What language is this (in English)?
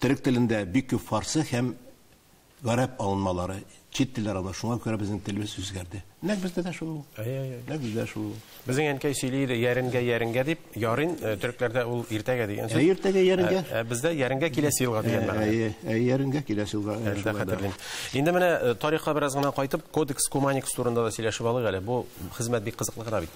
Tatar